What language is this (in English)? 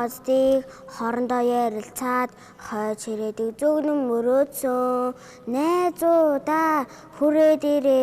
Mongolian